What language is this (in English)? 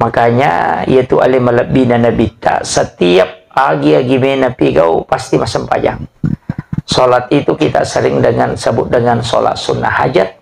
Buginese